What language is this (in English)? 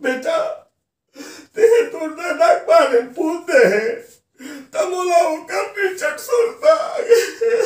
Chhattisgarhi